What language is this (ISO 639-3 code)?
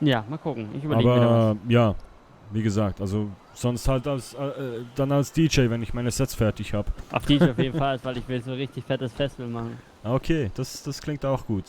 gsw